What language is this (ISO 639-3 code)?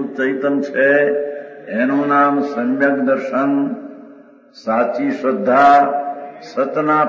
guj